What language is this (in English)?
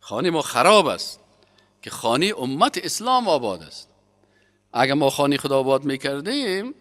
Persian